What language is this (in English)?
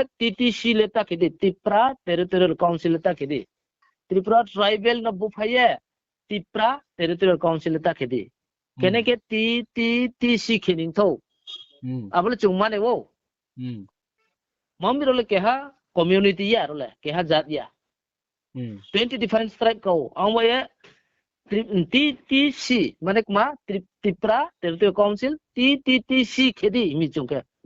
Riang (India)